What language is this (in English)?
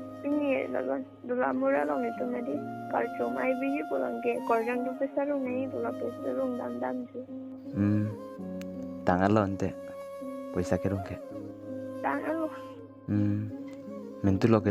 Karbi